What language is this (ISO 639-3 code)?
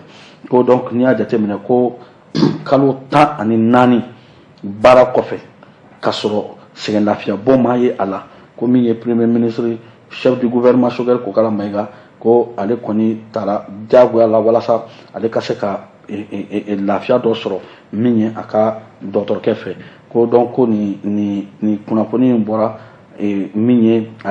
bam